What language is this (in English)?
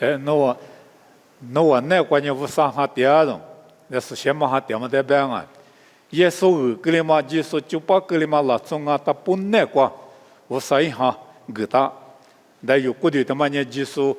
Lisu